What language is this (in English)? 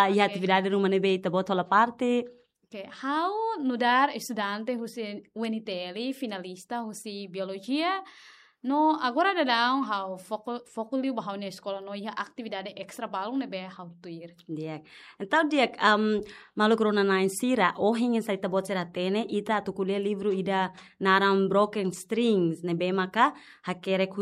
Tetum